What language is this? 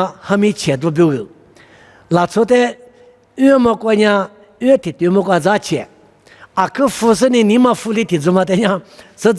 Lisu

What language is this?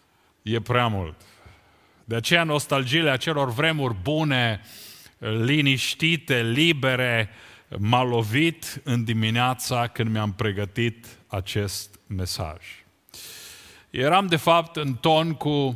Romanian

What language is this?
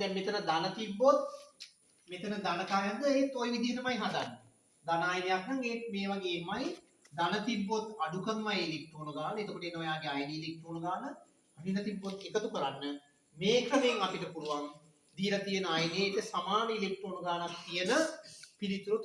Sinhala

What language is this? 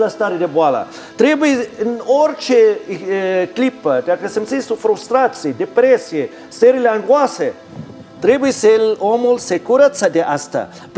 Romanian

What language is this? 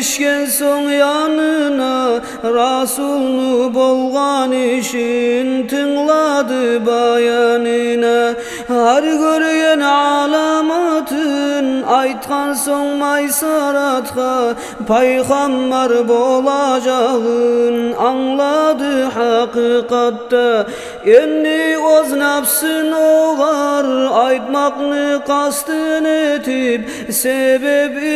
Kumyk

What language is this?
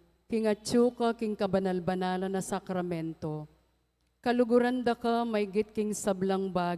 Pampanga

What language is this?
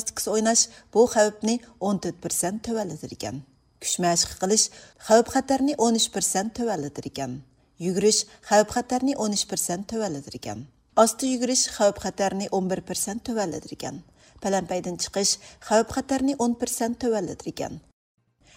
Uyghur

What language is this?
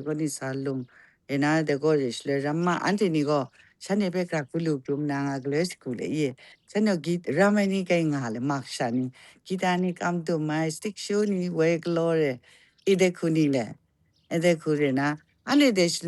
Kachin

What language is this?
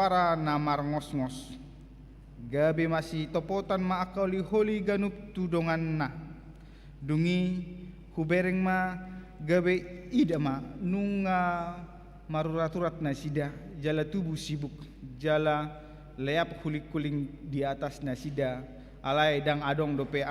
Batak Toba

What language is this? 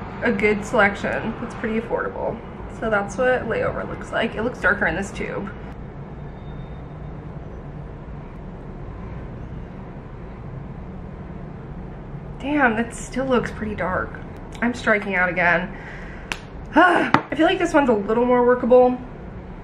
English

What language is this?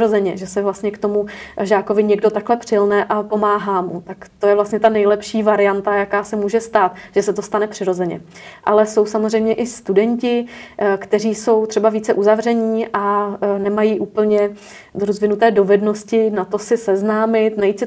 Czech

